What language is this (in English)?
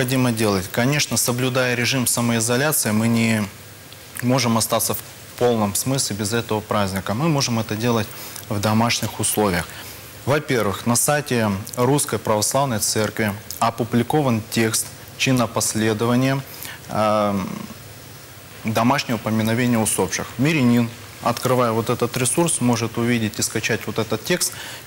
Russian